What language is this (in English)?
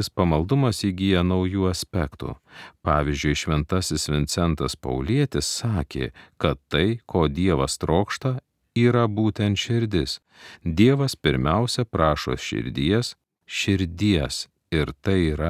Lithuanian